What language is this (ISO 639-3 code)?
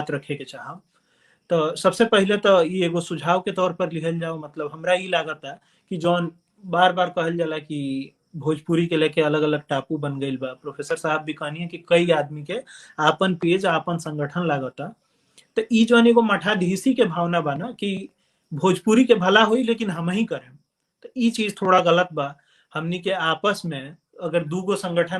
bho